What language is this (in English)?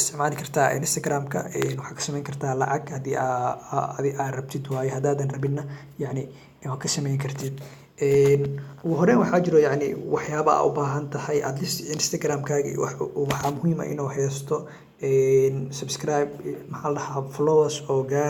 Somali